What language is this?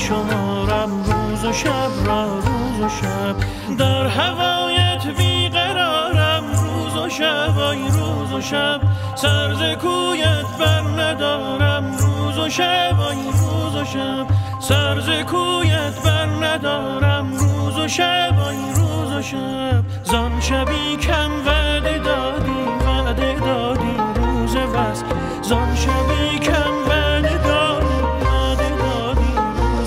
Persian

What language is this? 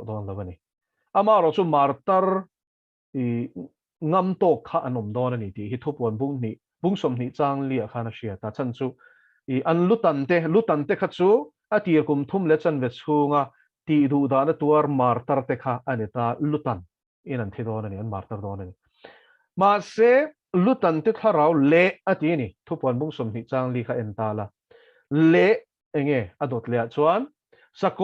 Mizo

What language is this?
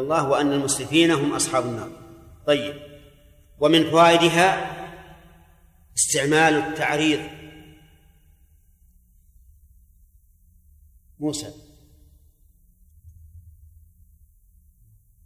Arabic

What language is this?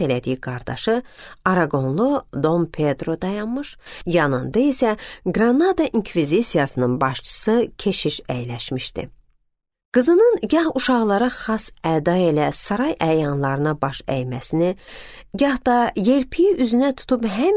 Azerbaijani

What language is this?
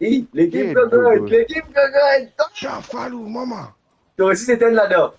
Morisyen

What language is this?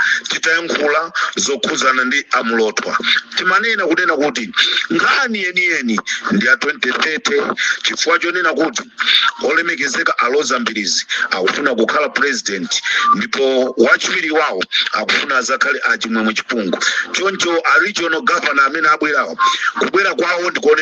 Nyanja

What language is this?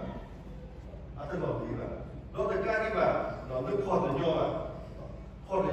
S'gaw Karen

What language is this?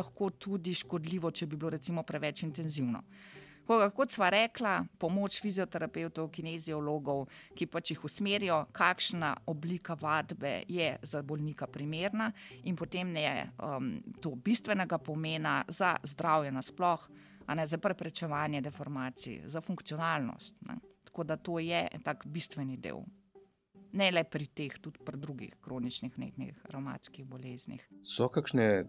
Slovenian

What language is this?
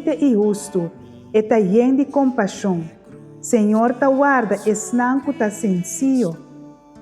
Papiamento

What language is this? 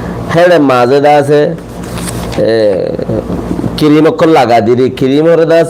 Rohingya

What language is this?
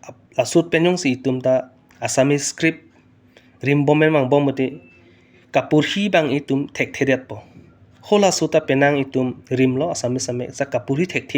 Karbi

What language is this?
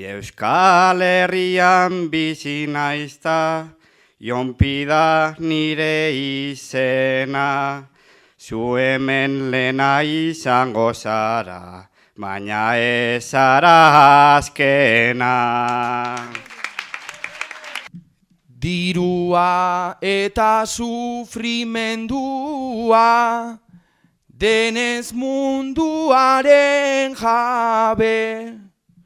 Basque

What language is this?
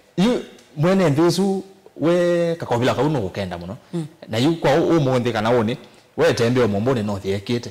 Kamba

